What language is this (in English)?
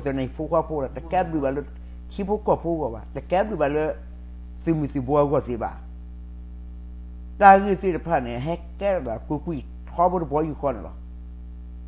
S'gaw Karen